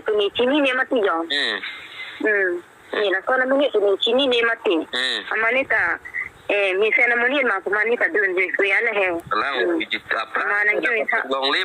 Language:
Karbi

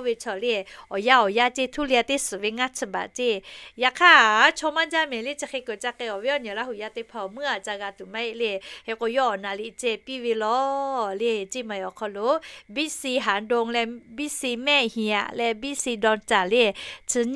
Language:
Lahu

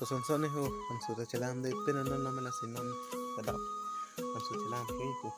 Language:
Karbi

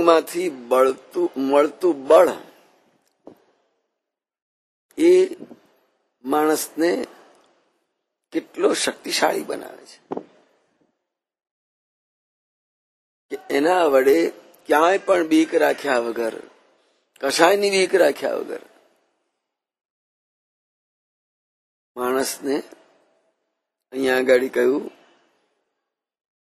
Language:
Gujarati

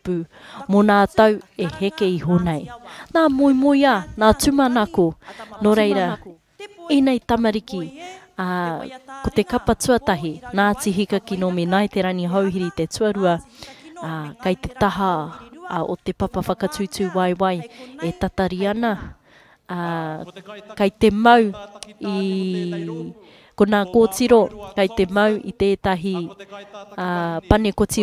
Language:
Māori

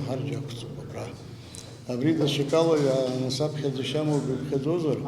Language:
Abkhazian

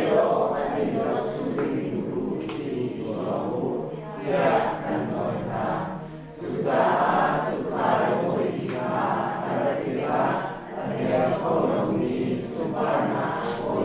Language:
Hakha Chin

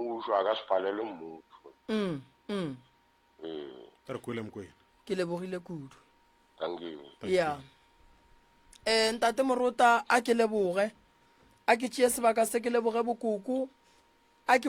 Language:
Northern Sotho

